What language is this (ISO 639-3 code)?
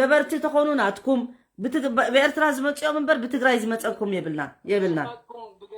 tir